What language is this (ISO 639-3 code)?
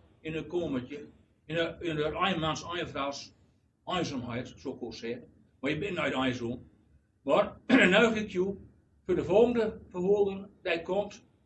gos